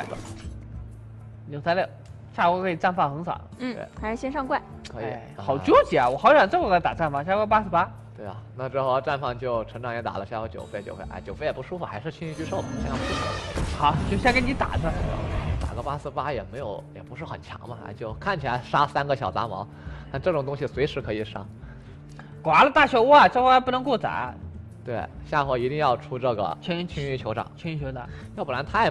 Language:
Chinese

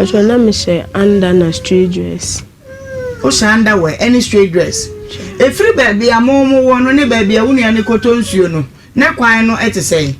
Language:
Akan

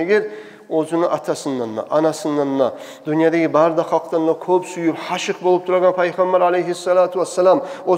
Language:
Kumyk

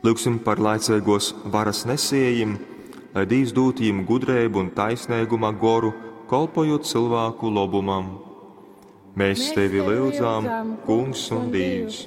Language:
Latgalian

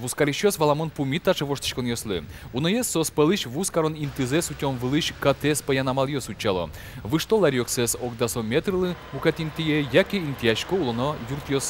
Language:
Udmurt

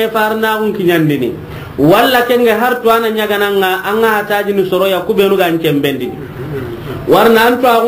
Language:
Soninke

